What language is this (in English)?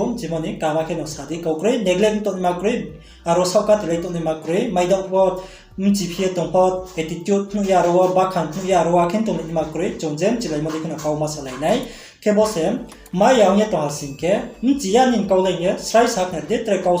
Riang (India)